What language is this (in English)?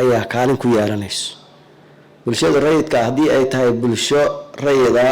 Somali